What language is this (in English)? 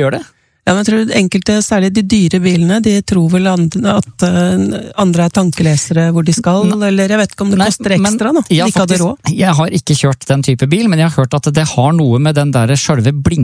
Norwegian